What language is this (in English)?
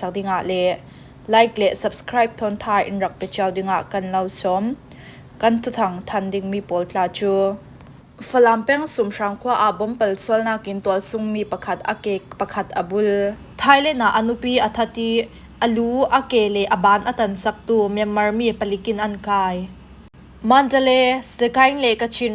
Falam Chin